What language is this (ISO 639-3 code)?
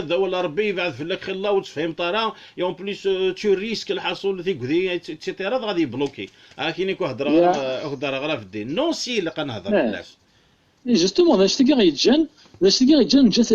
kab